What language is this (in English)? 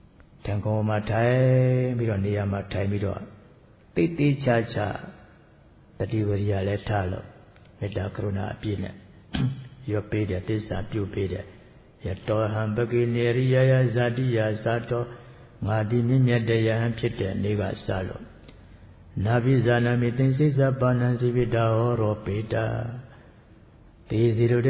Burmese